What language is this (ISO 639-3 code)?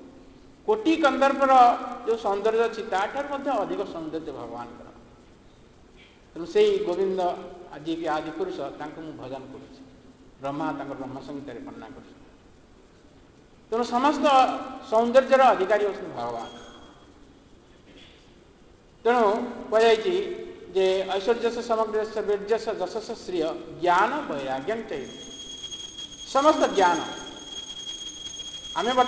ori